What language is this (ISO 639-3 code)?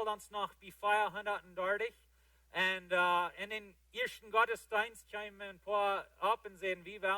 pdt